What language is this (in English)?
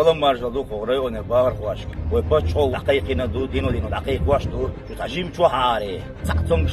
Chechen